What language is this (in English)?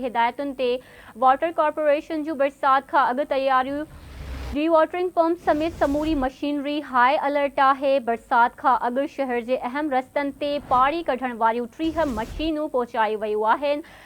Sindhi